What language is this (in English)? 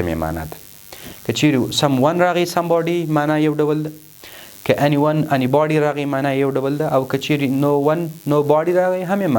Pashto